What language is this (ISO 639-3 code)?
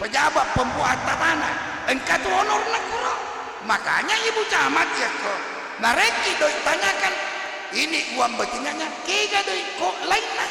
bug